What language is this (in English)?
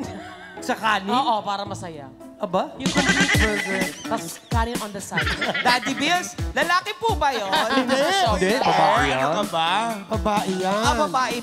Filipino